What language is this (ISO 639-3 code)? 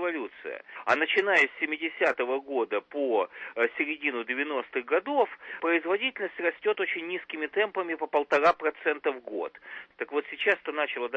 rus